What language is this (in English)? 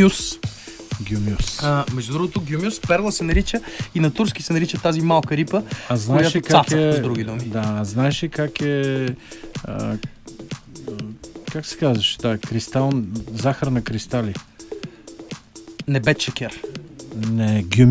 Bulgarian